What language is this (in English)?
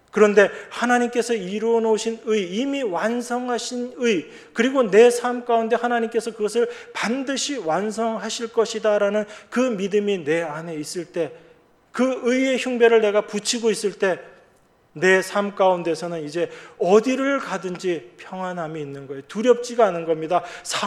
Korean